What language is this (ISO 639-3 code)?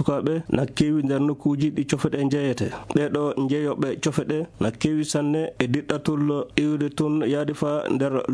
ffm